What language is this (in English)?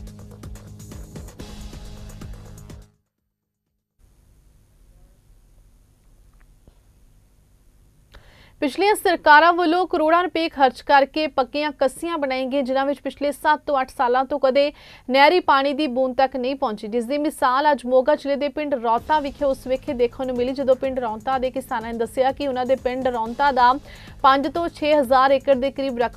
Punjabi